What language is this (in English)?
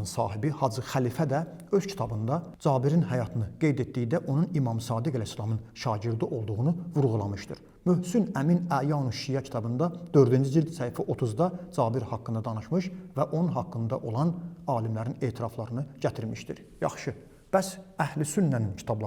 Azerbaijani